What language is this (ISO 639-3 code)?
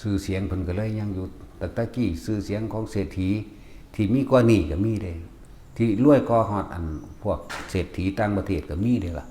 tts